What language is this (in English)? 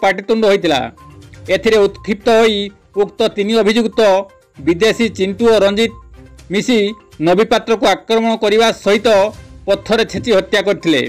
Odia